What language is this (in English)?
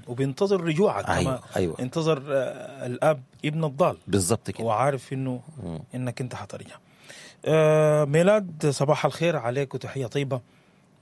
Sudanese Arabic